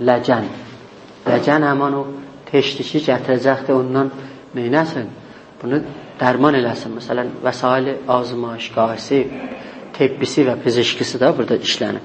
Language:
South Azerbaijani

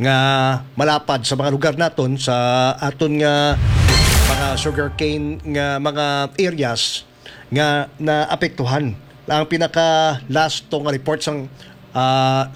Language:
Hiligaynon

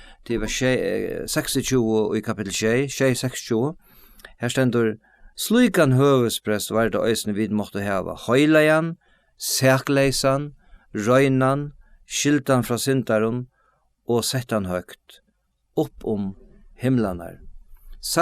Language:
Faroese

